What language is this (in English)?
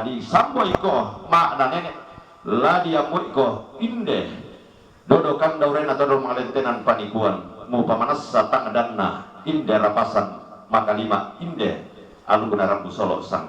Toraja-Sa'dan